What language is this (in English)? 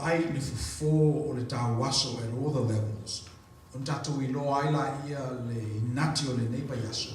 Samoan